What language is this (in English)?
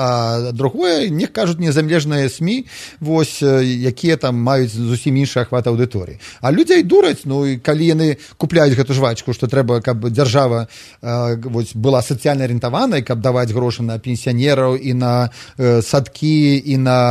Belarusian